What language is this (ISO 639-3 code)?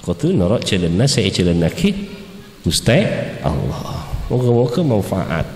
mad